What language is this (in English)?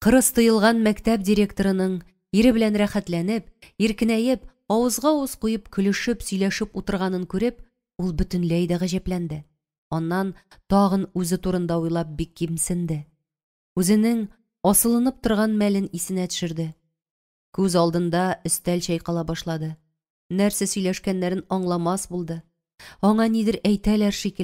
Tatar